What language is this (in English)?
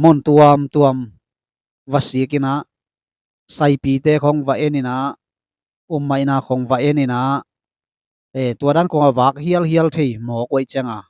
Tedim Chin